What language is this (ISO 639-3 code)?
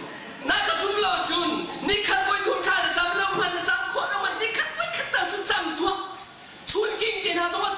cnh